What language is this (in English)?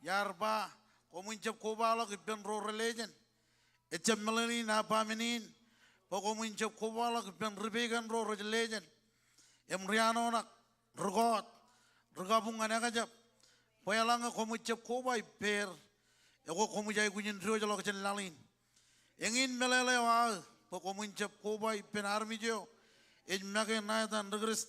Marshallese